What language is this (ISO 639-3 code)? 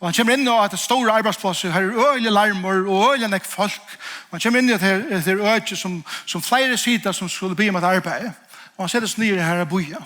fao